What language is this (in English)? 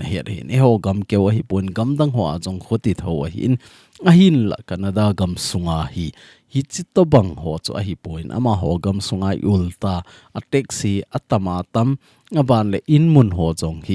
Thado Chin